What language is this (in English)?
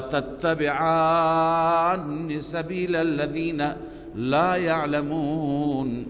Persian